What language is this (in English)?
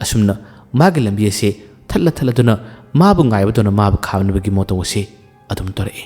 Manipuri